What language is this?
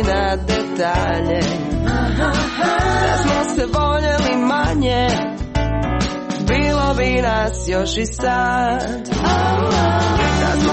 Croatian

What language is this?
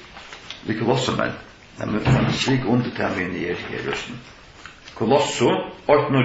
Faroese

